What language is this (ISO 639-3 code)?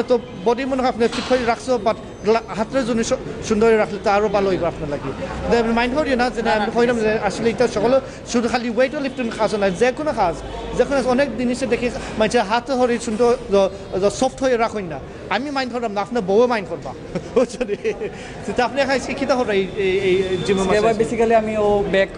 syl